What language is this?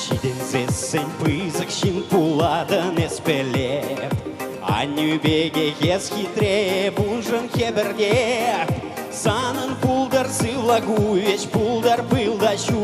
Chuvash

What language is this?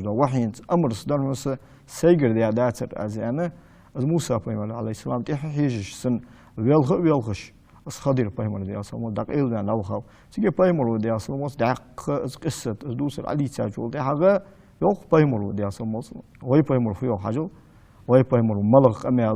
Ingush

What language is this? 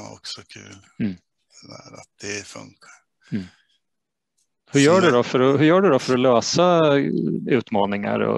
Swedish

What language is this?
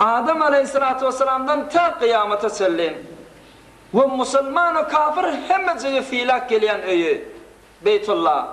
Turkmen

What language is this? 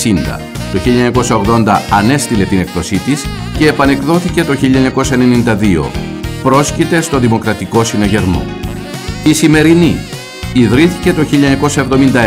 Greek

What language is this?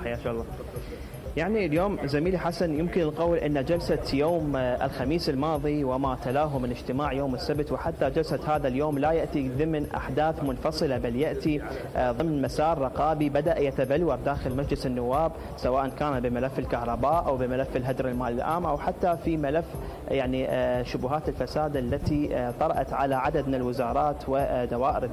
Mesopotamian Arabic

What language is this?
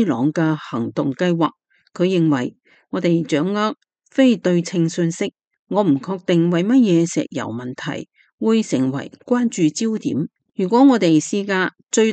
Cantonese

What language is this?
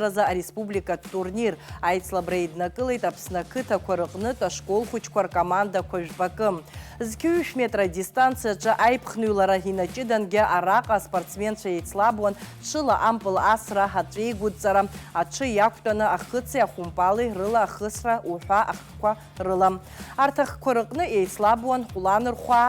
Abkhazian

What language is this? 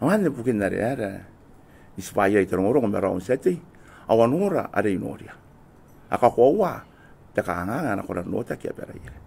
Gilbertese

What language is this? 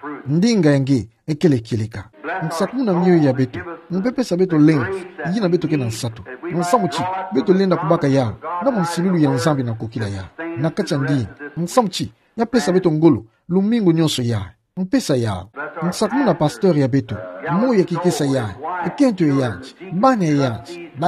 Kituba (Democratic Republic of Congo)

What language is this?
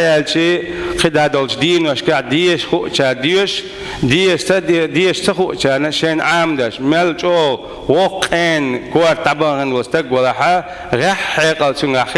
Chechen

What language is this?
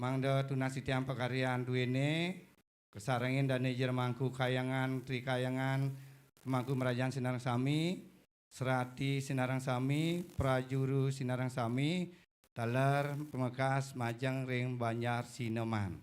Balinese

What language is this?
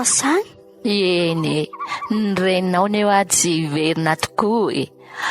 Malagasy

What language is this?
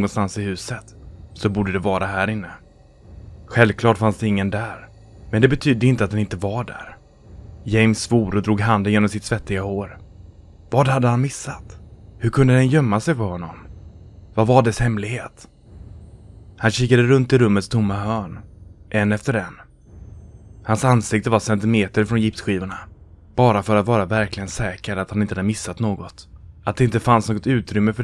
Swedish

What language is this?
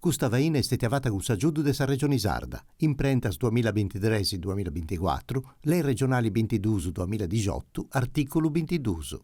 Sardinian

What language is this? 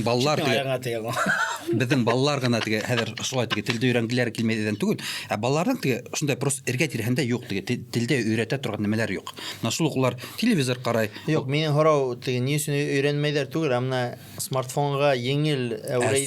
Bashkir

